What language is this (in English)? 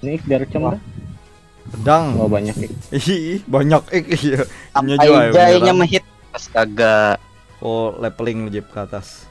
Banjar